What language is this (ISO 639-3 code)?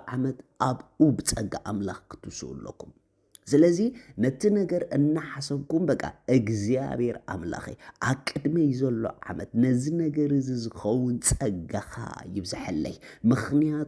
tir